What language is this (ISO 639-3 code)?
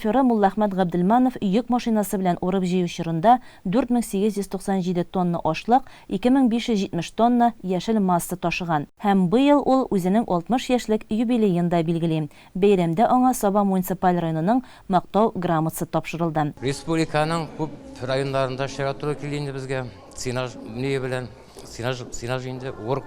tat